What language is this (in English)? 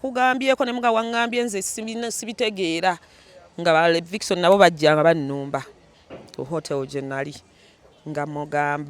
Ganda